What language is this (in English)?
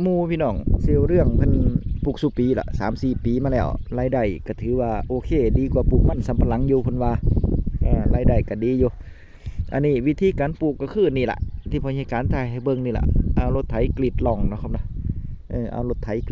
Northeastern Thai